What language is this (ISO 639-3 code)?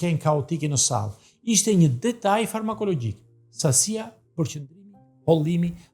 sqi